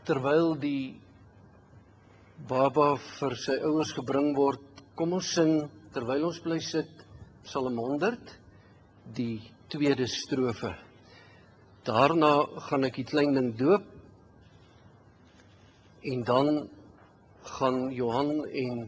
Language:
Afrikaans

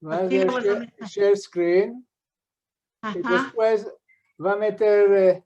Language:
Ladino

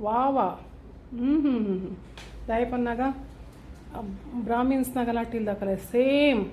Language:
Tulu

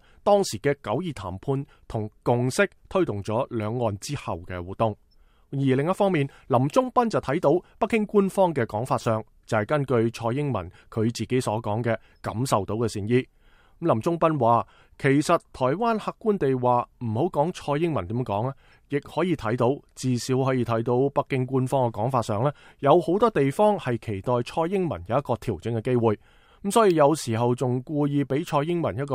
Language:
Cantonese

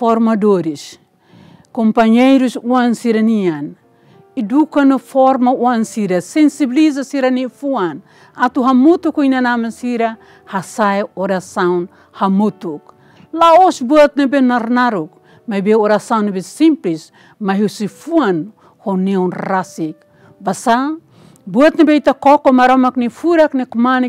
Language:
Tetum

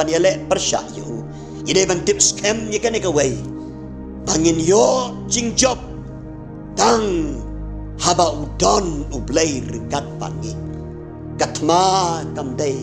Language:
Khasi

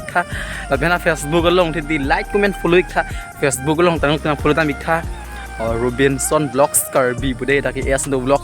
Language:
Karbi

